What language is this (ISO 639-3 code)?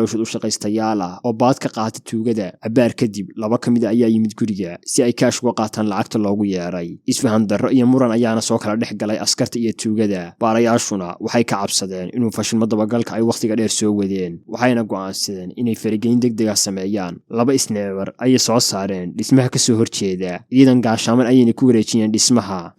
som